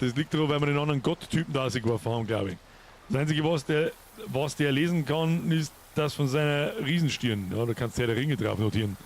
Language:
Bavarian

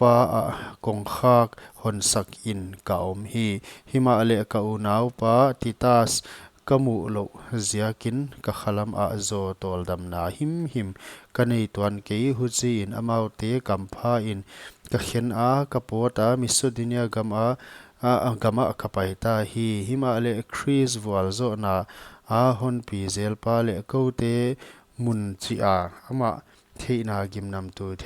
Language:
Paite Chin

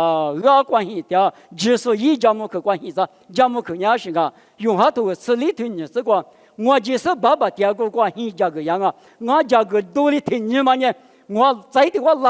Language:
Lisu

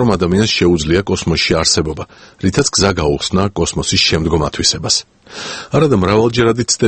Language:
Georgian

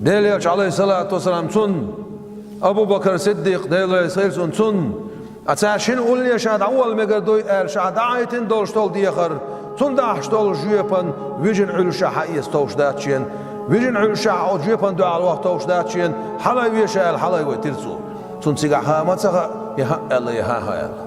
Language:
Chechen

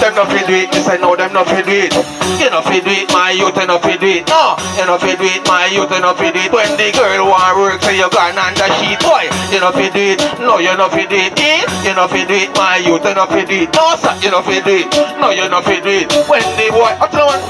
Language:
Jamaican Creole English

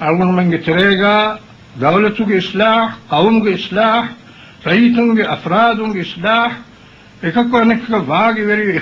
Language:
Divehi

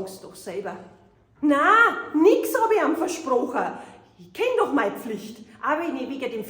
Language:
Bavarian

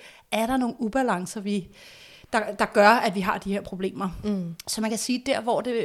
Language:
Danish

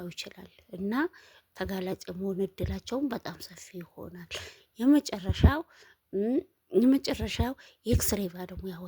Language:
Amharic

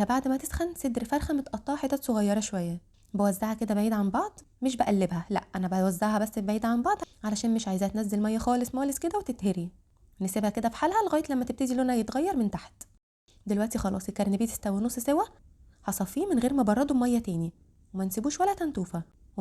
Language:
Egyptian Arabic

